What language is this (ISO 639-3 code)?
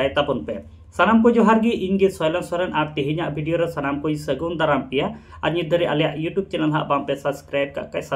sat